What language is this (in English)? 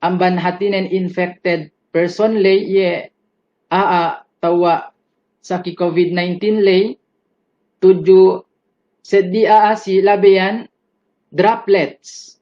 Yakan